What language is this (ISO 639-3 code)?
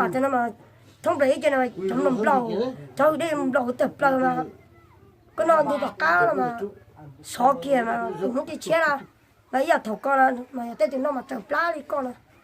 hmn